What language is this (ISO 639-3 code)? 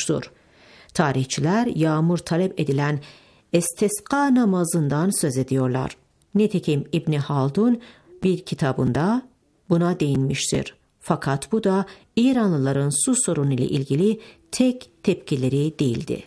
tur